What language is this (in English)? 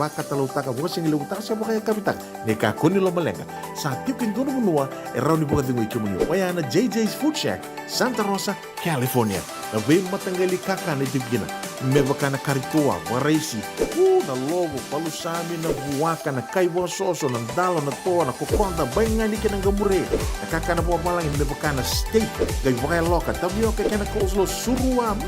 Fijian